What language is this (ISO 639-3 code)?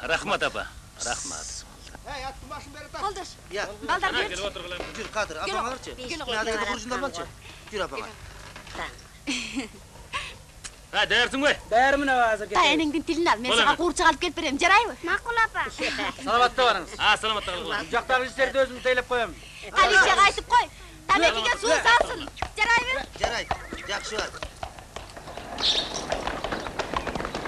kir